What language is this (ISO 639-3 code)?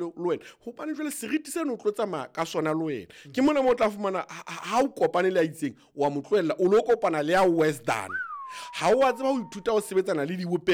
sot